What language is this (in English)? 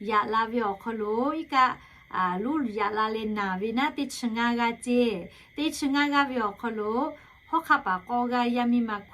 Lahu